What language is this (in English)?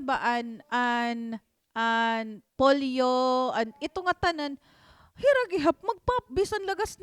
Waray